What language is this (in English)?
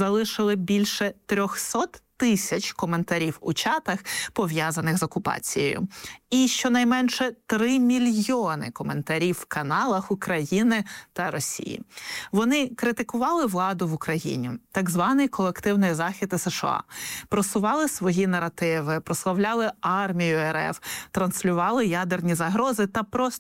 Ukrainian